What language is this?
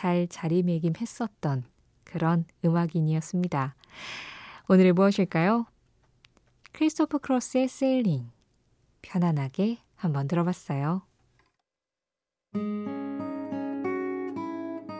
Korean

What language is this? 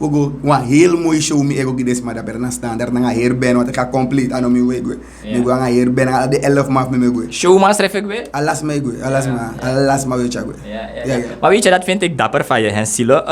Sranan Tongo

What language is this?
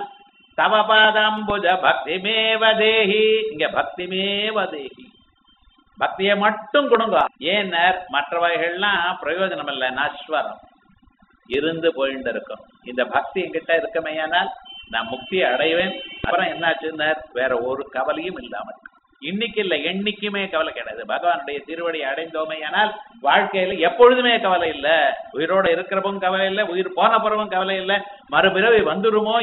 Tamil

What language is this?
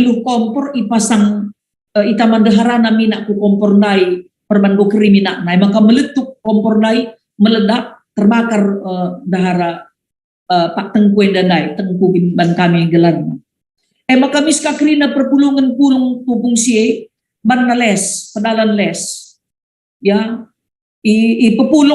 Batak Karo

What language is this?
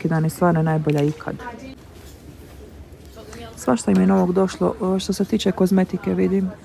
Croatian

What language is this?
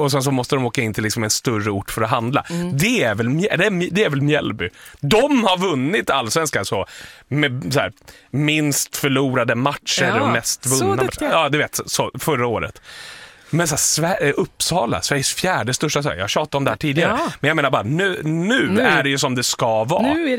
Swedish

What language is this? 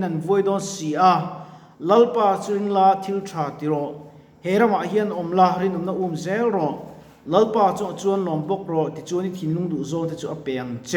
Mizo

